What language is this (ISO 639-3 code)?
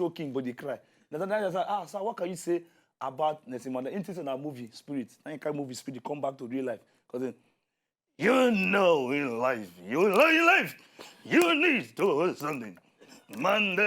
pcm